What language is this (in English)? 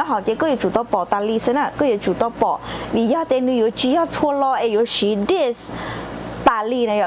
Hmong